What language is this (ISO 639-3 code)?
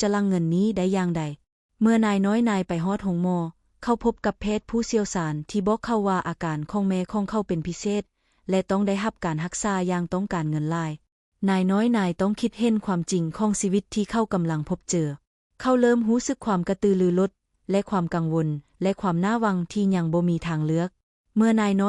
lao